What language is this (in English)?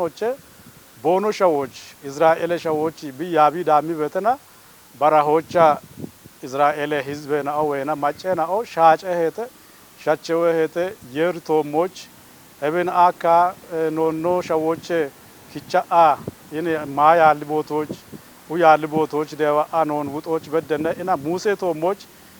Kafa